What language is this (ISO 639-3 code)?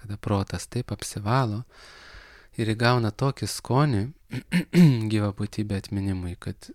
lit